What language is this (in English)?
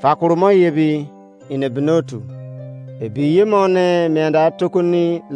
Izon